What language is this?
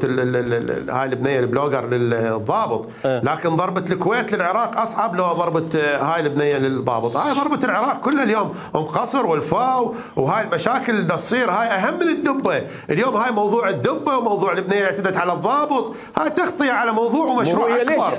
Mesopotamian Arabic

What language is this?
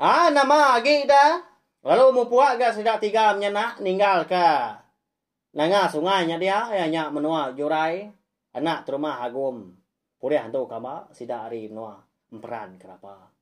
Iban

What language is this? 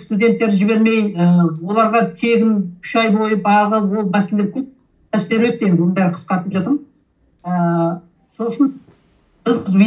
Kazakh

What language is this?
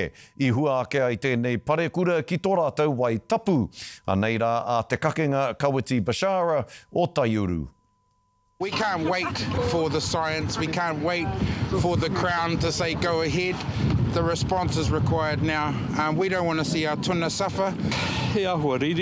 Māori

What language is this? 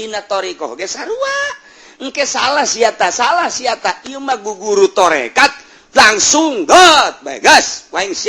Sundanese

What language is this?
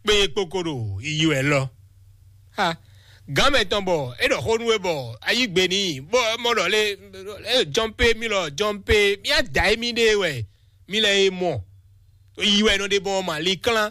Fon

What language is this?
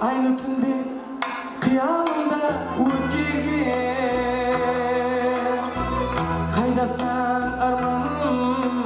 Kara-Kalpak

